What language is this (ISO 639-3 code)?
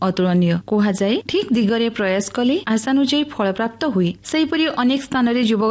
ori